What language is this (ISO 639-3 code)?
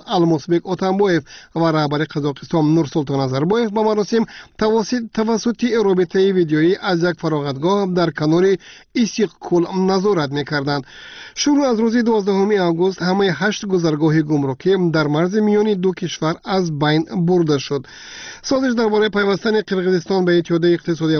tgk